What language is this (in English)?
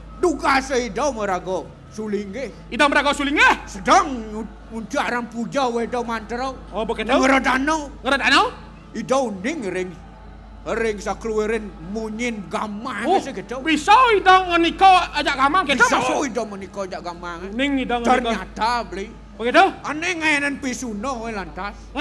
Balinese